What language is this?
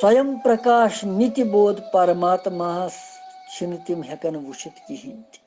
Kashmiri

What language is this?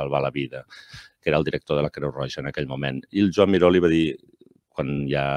Catalan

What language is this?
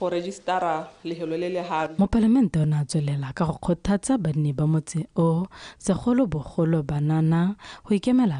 Tswana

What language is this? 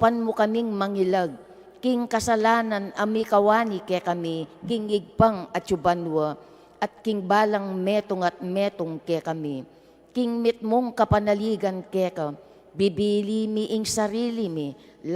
Pampanga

